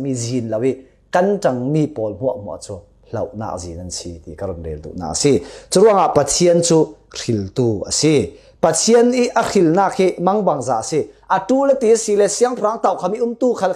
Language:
Falam Chin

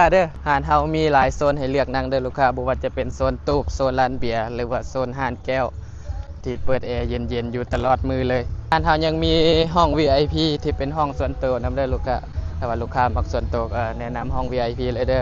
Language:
Lao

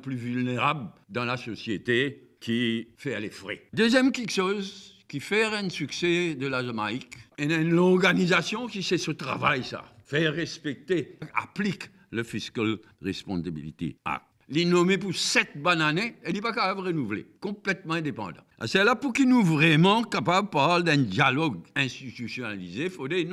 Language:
Morisyen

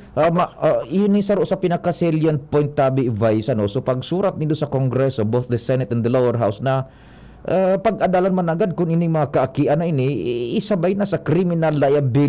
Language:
Bikol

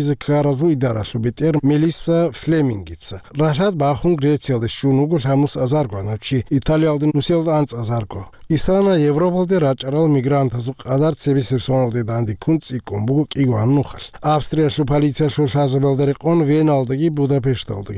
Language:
Avaric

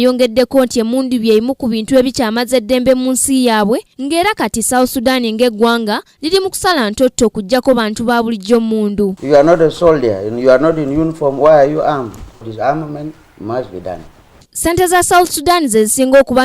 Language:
Ganda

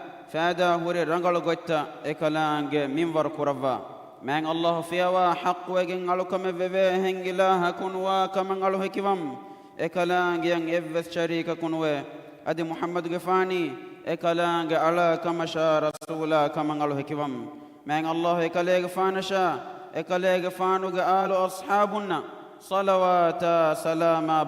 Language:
Divehi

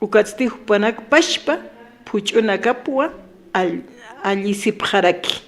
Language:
Aymara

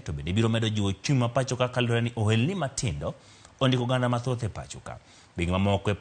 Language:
Luo (Kenya and Tanzania)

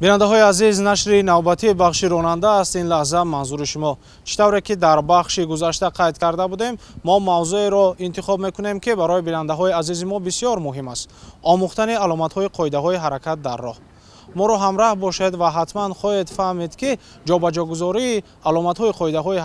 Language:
Tajik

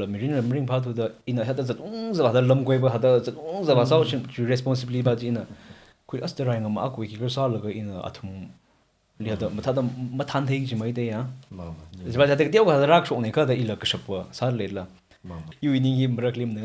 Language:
Tangkhul Naga (India)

